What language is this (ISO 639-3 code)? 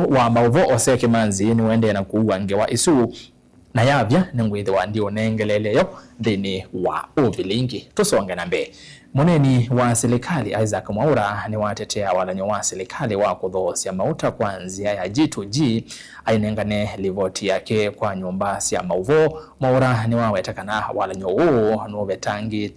kam